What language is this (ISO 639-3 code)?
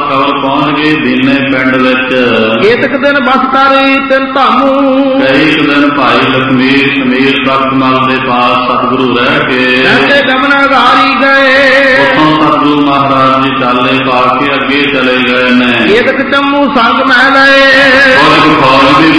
pan